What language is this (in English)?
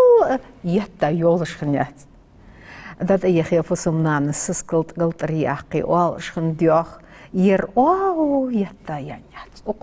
Ingush